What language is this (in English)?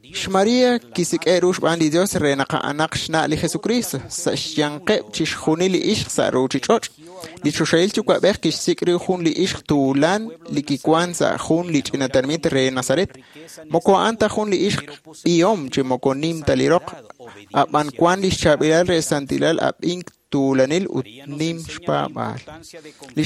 Kekchí